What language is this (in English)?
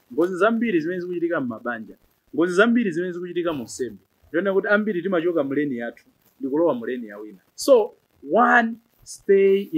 Nyanja